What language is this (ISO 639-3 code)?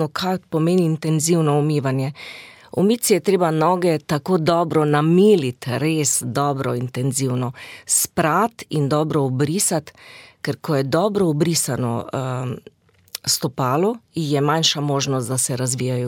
slv